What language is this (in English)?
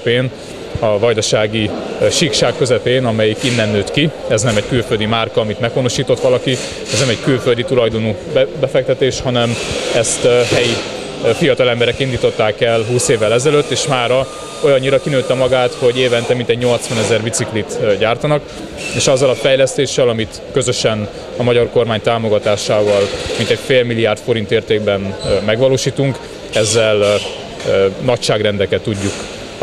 Hungarian